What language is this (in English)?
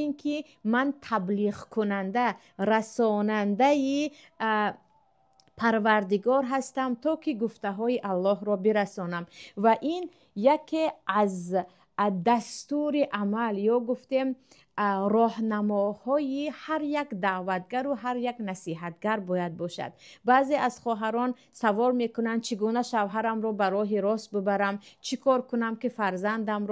Tajik